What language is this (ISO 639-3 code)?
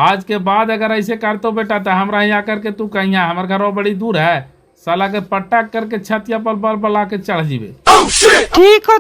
mag